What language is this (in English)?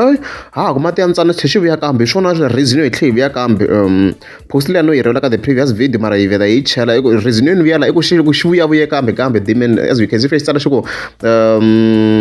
Tsonga